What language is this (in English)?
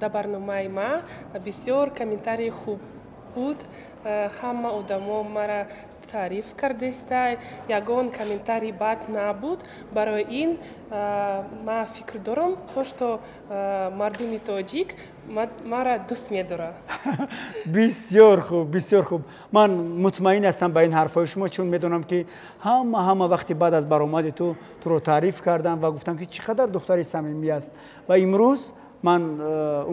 Tajik